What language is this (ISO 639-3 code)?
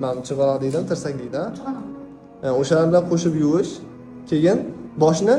uzb